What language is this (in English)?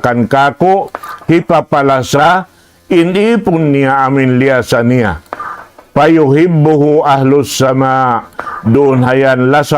Tausug